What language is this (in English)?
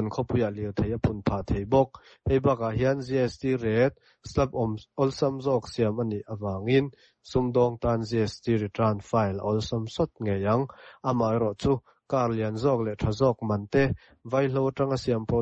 Mizo